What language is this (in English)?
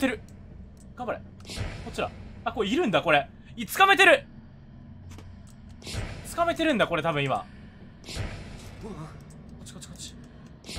Japanese